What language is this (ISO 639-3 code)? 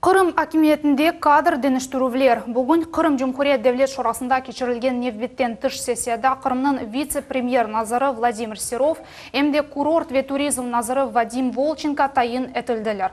crh